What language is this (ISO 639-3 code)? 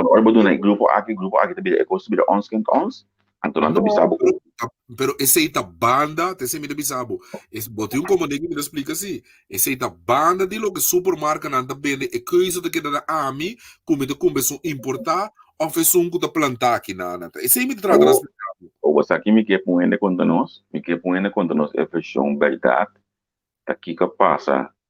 pap